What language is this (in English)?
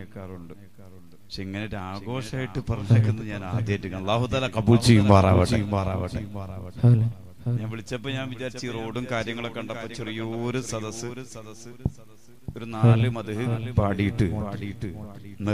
Malayalam